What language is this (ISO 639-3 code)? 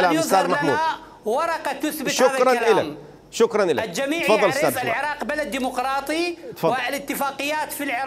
acm